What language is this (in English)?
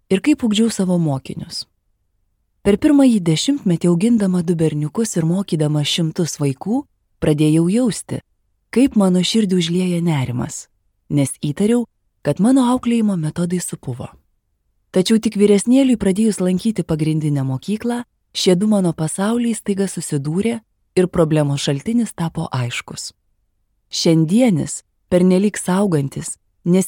Lithuanian